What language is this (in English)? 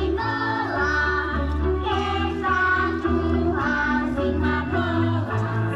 Slovak